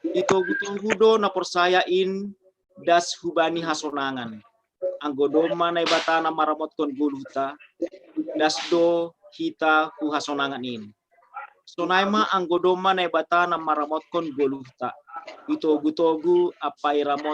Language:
Batak Simalungun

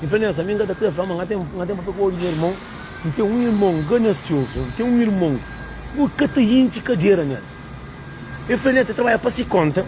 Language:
Kabuverdianu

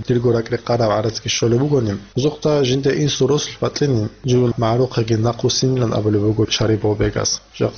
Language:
Avaric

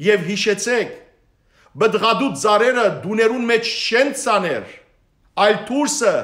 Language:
Western Armenian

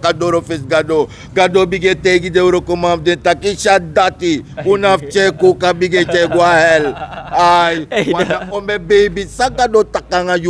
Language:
Sranan Tongo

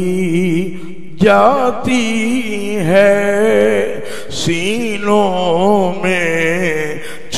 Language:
Saraiki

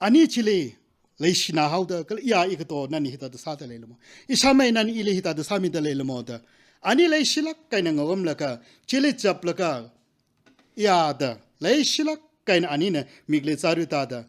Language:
Tangkhul Naga (India)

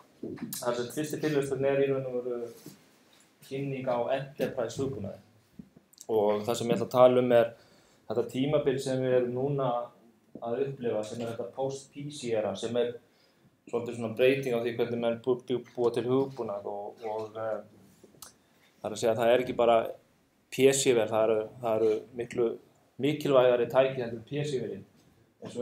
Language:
Icelandic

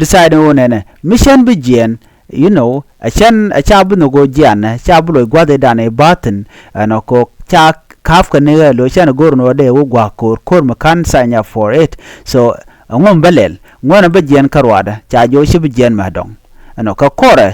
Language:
Nuer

